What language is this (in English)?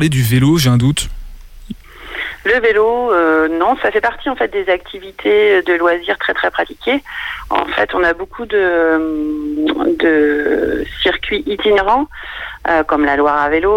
French